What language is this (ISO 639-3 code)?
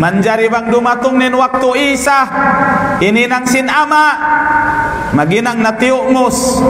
tsg